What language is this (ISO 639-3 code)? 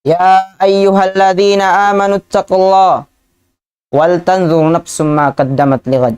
tsg